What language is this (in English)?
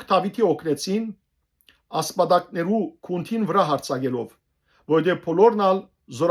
Western Armenian